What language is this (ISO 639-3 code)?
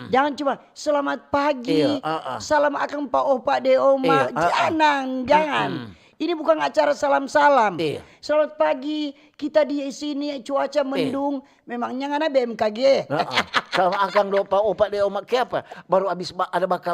xmm